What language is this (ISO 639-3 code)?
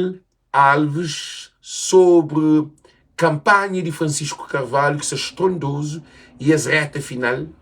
kea